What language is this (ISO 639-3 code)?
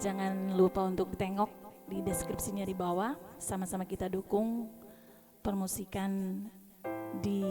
abs